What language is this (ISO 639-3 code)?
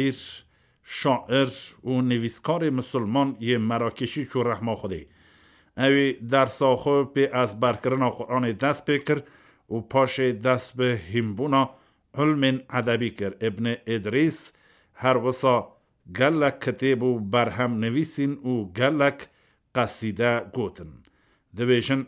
kur